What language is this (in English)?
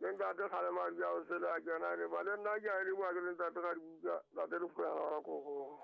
Southern Sotho